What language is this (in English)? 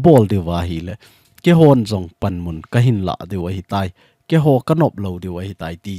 Thado Chin